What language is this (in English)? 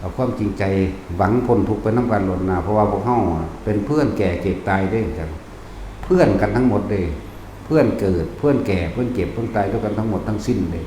Northeastern Thai